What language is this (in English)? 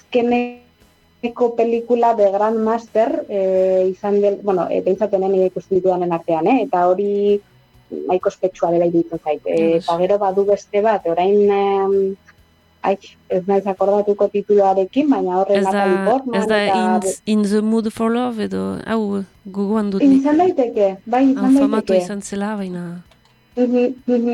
Basque